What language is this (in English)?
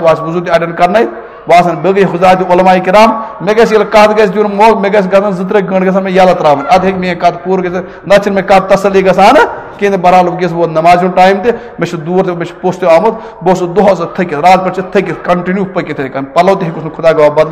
Kashmiri